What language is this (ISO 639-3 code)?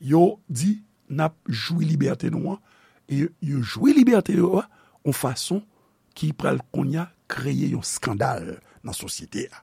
hat